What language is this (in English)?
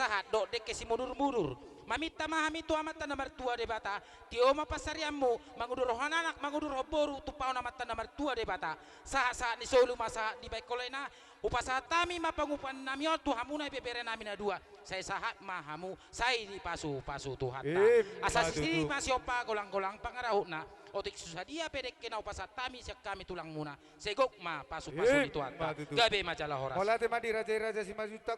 Batak Toba